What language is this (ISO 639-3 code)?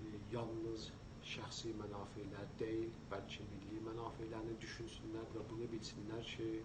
azb